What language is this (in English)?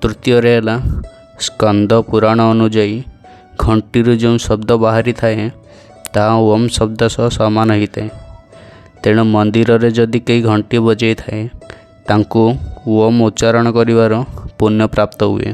Odia